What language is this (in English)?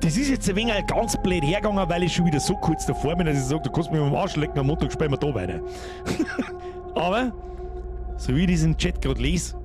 Bavarian